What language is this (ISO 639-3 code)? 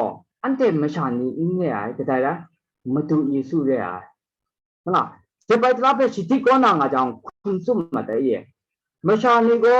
kac